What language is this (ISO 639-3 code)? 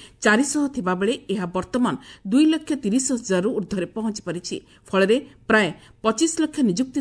ori